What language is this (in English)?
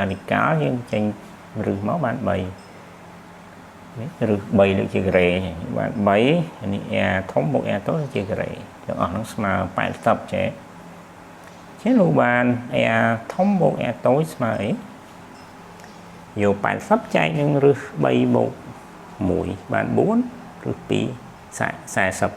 Khmer